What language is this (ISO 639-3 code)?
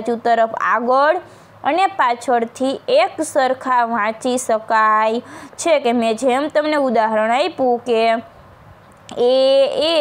guj